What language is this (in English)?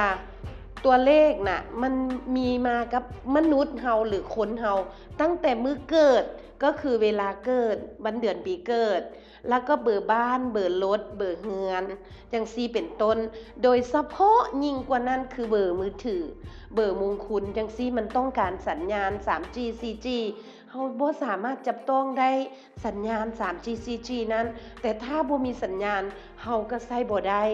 Lao